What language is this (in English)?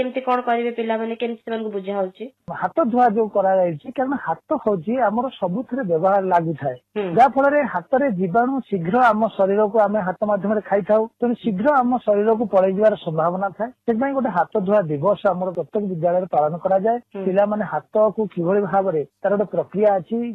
Odia